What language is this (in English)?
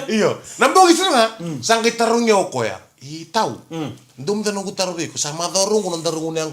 Fijian